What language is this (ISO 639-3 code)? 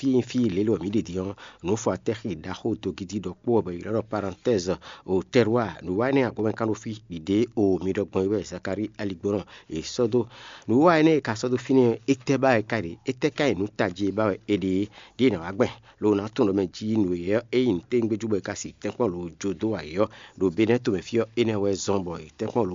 fon